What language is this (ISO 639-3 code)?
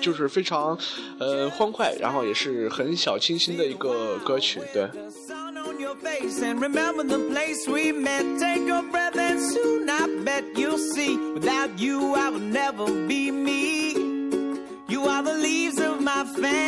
zho